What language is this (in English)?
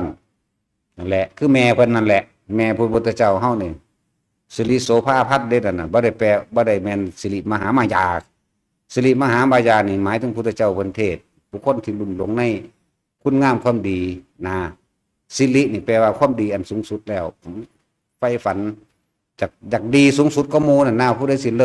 Northeastern Thai